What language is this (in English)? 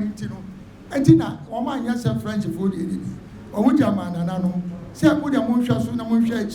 Akan